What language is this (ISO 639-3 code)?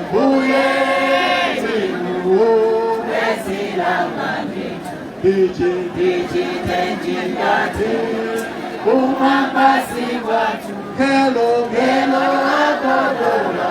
nya